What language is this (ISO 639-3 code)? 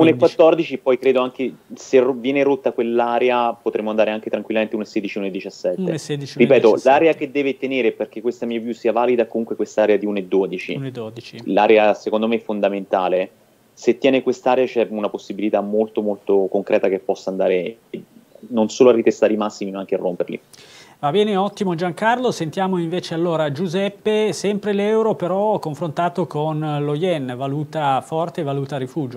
ita